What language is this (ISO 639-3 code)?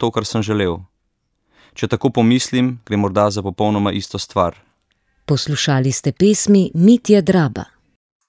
slv